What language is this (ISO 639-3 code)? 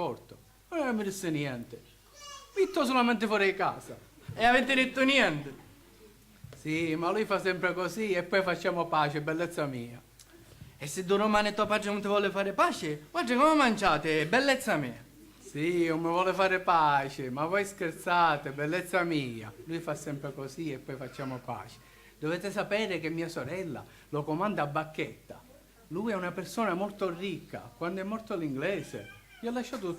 scn